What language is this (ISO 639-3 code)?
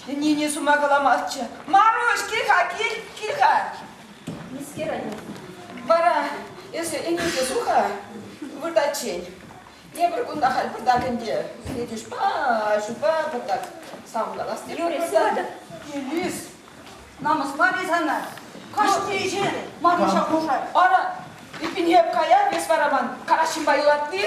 chv